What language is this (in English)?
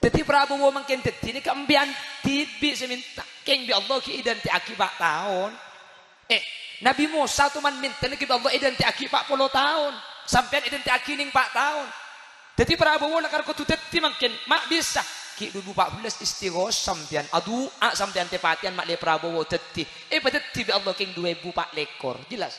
Madurese